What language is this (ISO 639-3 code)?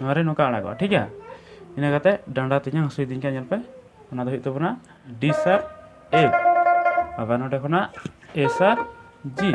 sat